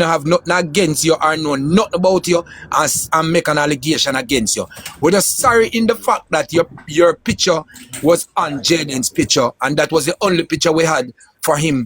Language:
Jamaican Creole English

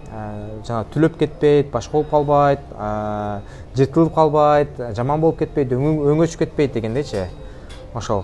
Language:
Kyrgyz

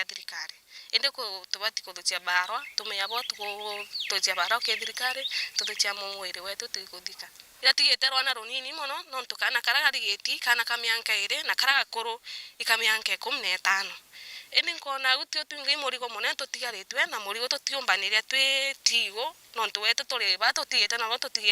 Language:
Meru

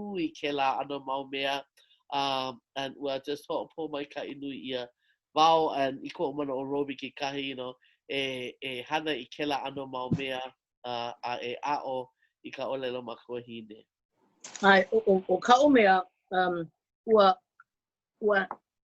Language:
Hawaiian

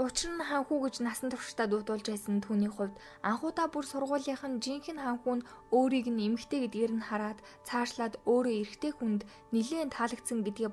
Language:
Mongolian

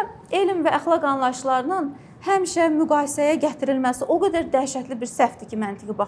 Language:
Azerbaijani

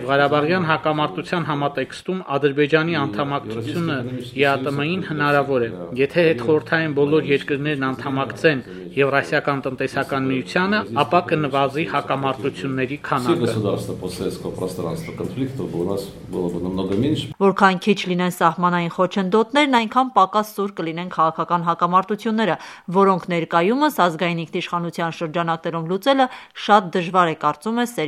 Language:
Armenian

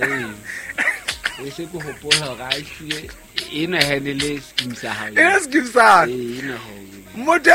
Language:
Southern Sotho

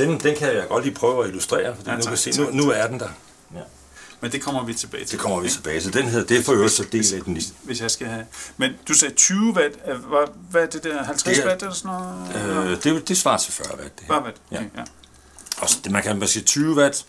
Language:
Danish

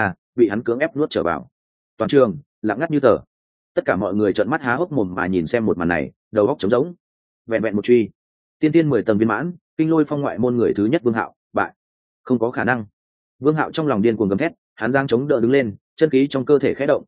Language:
Vietnamese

